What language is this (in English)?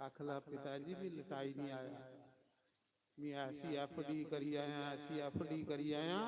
Dogri